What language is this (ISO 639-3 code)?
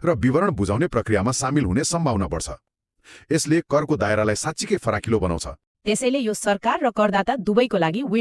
nep